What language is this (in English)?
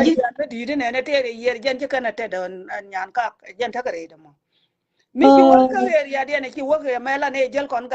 Nuer